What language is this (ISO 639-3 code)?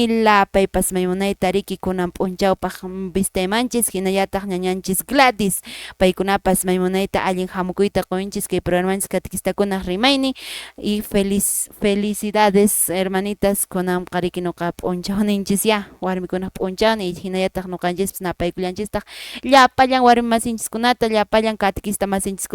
que